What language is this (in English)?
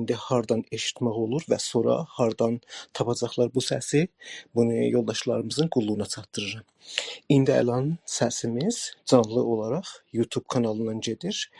South Azerbaijani